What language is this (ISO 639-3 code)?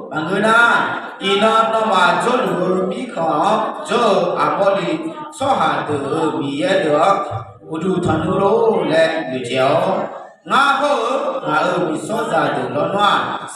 ahk